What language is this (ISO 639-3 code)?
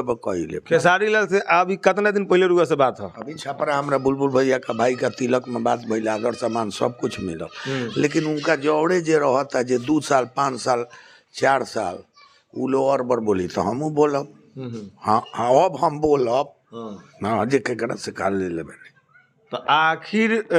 bho